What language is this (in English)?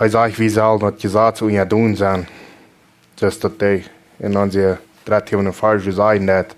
Plautdietsch